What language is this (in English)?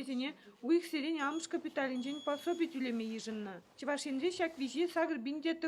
Chuvash